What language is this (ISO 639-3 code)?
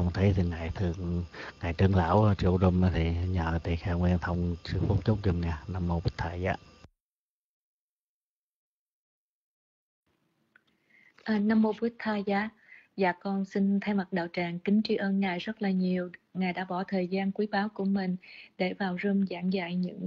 vie